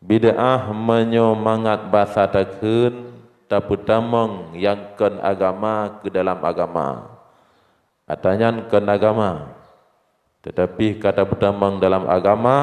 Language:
Achinese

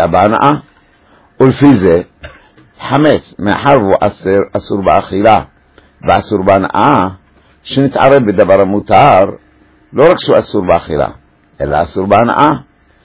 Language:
Hebrew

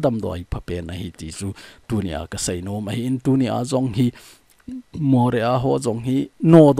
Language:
Thado Chin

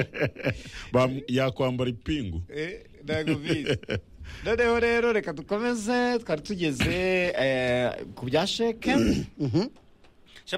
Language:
Kinyarwanda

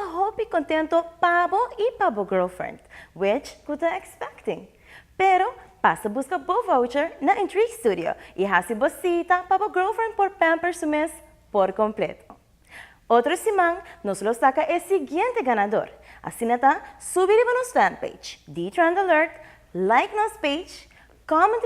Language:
Papiamento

